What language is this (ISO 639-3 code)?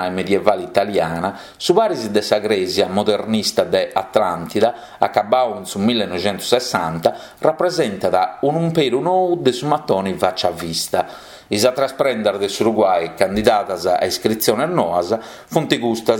srd